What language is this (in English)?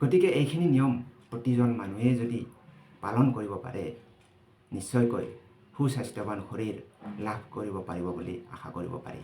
Assamese